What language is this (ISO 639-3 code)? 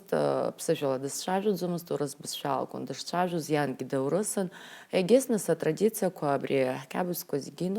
abk